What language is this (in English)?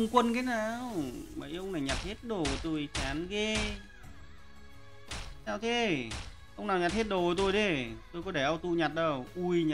Vietnamese